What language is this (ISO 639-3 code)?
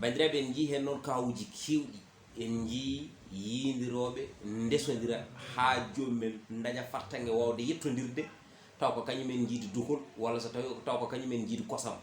ful